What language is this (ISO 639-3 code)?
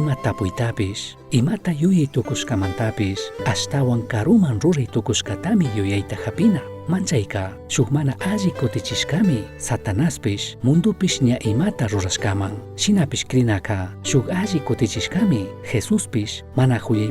qug